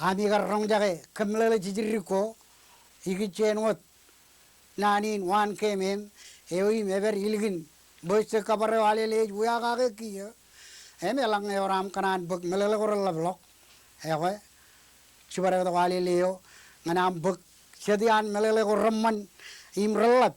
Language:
Marshallese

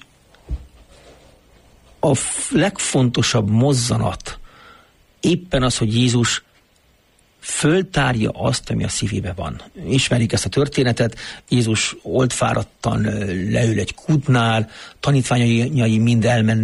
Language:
Hungarian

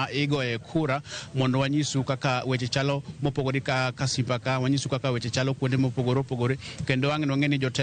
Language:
Luo (Kenya and Tanzania)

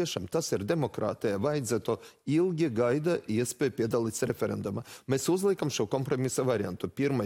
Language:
Latvian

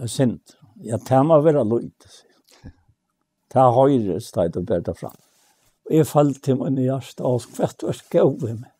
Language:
Faroese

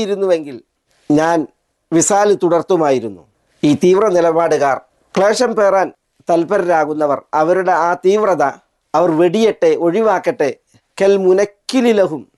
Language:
Malayalam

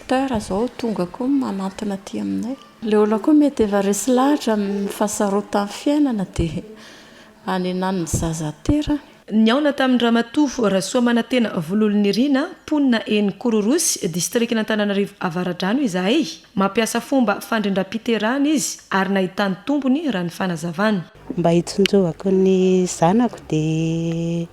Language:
Malagasy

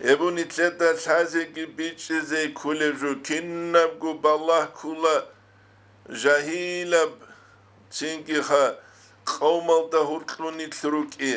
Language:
Avaric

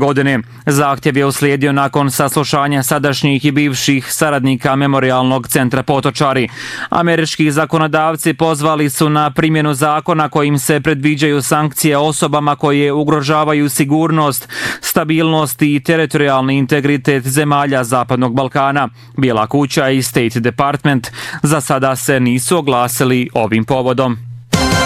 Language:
Bosnian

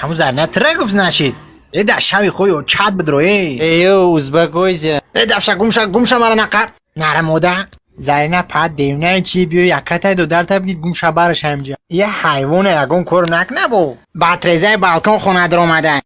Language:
Tajik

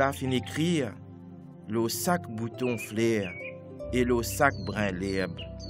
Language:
Morisyen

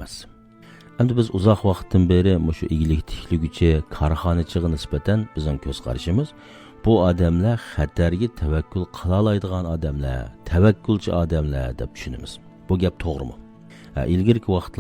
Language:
Uyghur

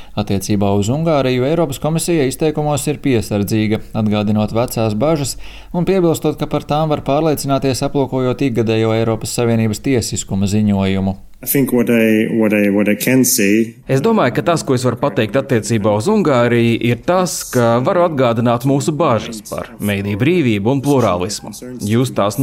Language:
Latvian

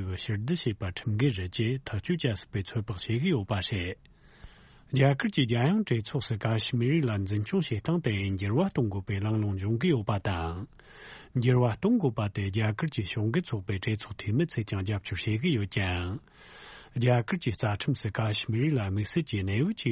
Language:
Tibetan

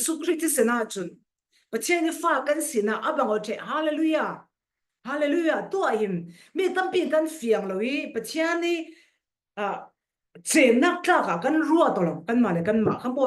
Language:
Falam Chin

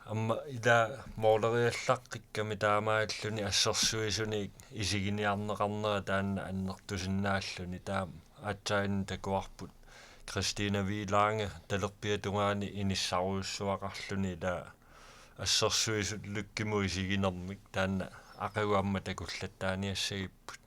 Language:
Kalaallisut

